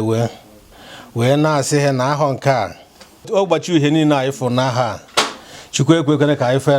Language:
Igbo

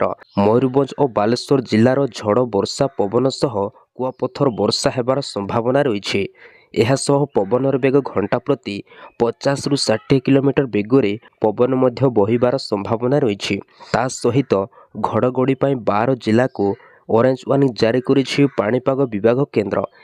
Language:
Odia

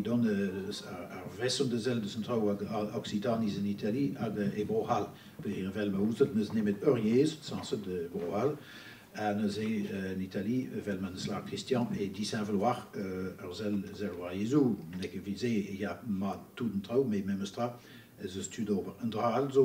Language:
Breton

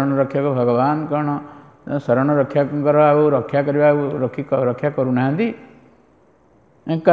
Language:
Odia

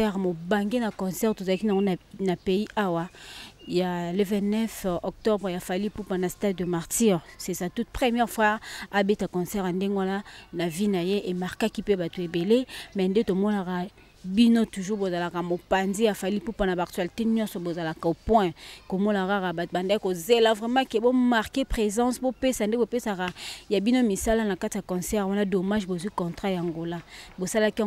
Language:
Lingala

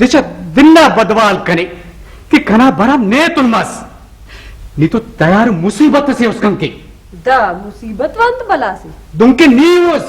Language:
Brahui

